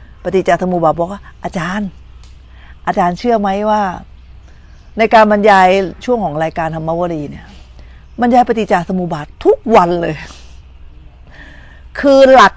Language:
Thai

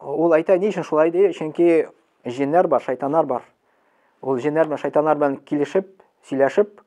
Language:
Tatar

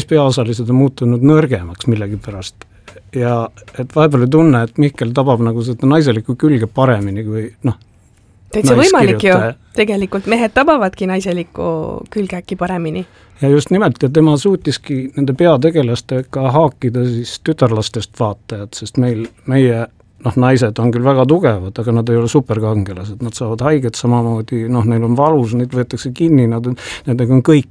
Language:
Estonian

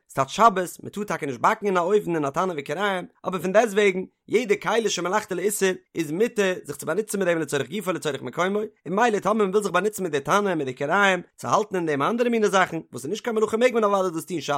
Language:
Yiddish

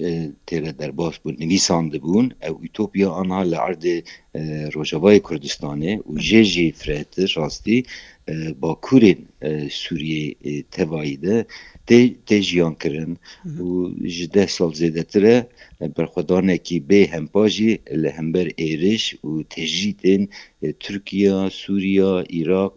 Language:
Kurdish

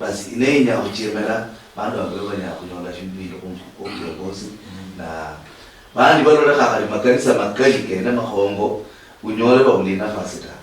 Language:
Luyia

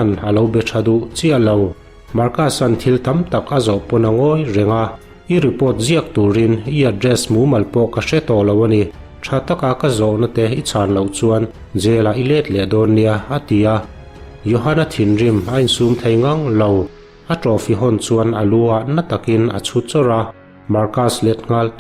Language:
Mizo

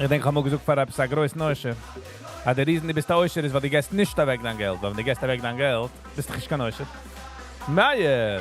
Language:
Yiddish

